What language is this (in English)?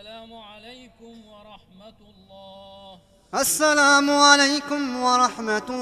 Moroccan Arabic